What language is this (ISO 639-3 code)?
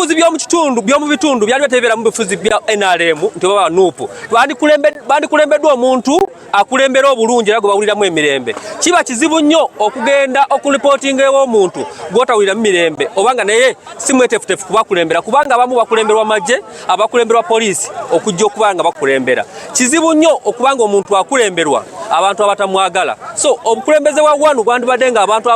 lug